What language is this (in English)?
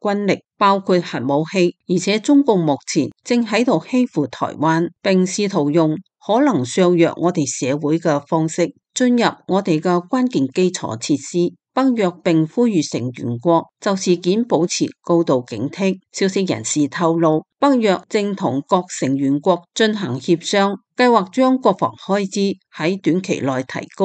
Cantonese